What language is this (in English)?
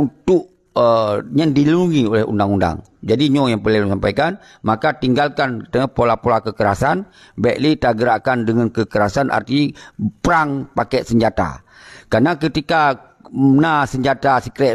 Achinese